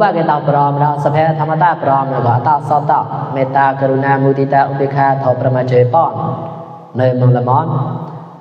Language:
Mon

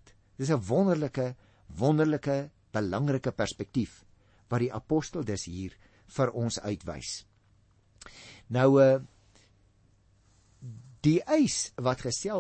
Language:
Afrikaans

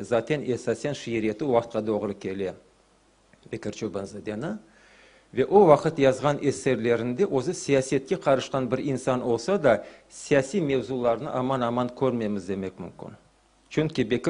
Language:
Crimean Tatar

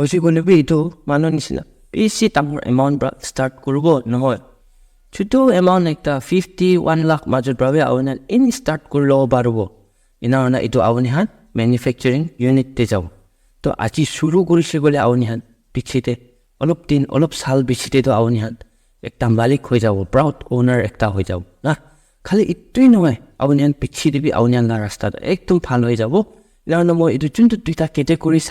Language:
Naga Pidgin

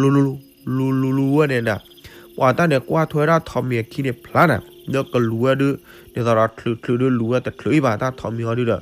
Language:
S'gaw Karen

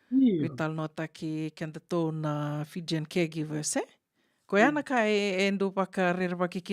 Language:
Fijian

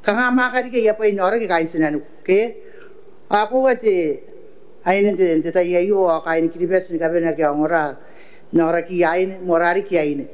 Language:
Gilbertese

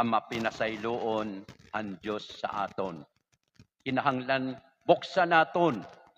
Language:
Waray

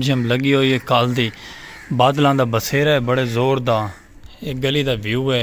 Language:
Saraiki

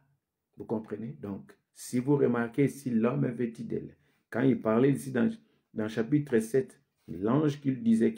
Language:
French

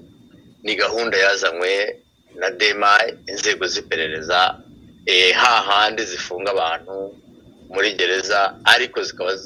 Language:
Kinyarwanda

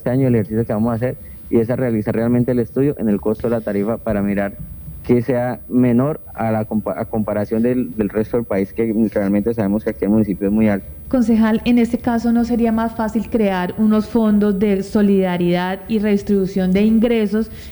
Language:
Spanish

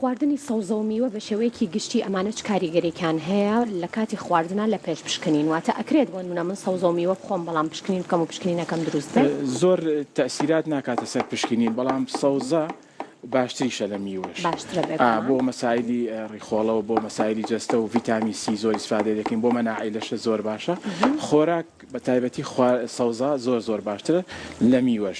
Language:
Central Kurdish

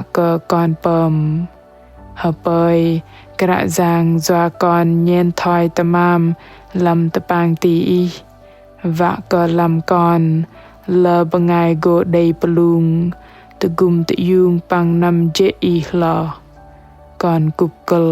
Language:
Bahnar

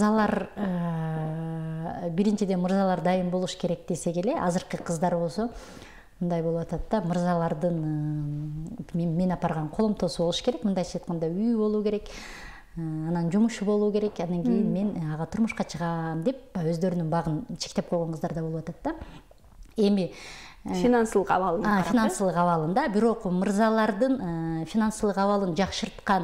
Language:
Kyrgyz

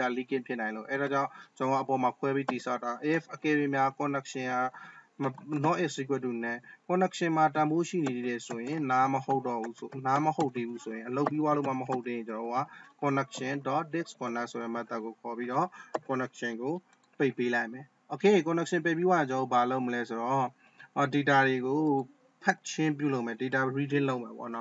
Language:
Burmese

